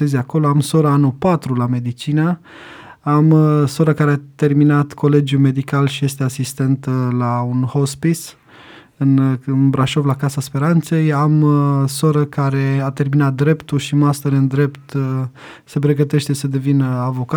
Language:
Romanian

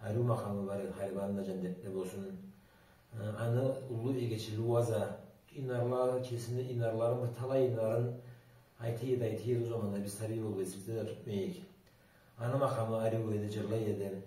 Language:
Karachay-Balkar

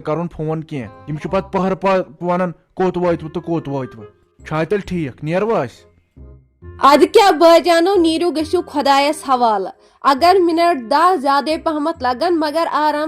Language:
Kashmiri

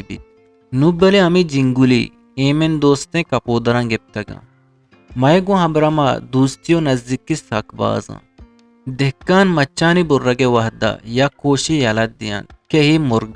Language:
Eastern Balochi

